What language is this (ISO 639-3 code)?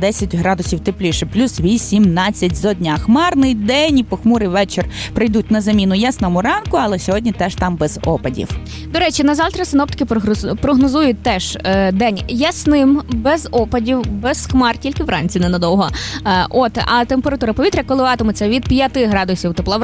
ukr